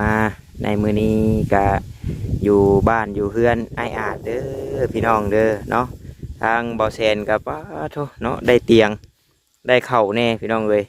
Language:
Northeastern Thai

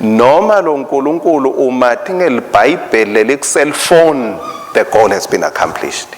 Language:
Swati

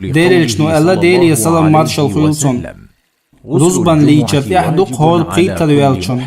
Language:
Chechen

